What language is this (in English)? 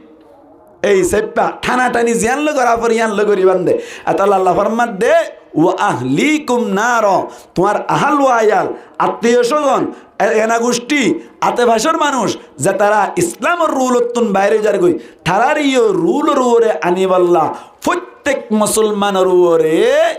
Rohingya